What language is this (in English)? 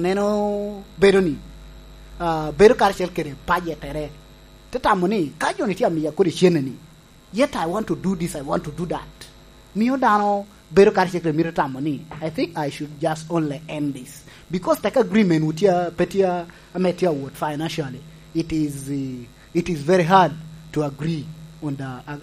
Lango (Uganda)